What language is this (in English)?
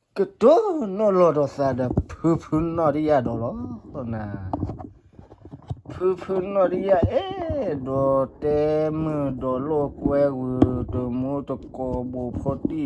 S'gaw Karen